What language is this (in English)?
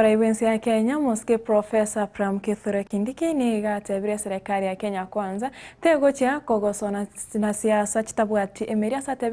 Gusii